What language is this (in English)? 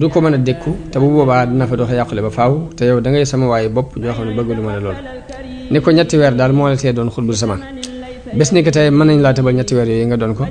Wolof